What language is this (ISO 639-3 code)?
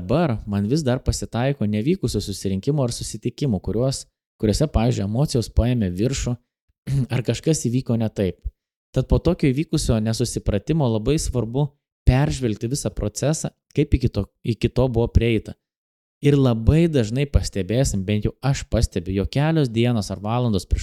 lit